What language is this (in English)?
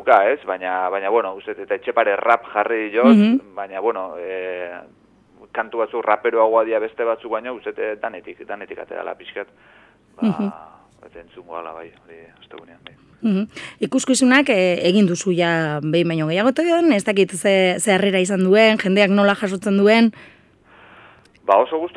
Basque